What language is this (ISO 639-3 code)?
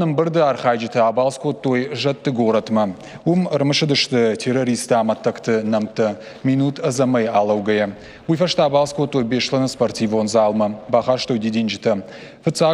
oss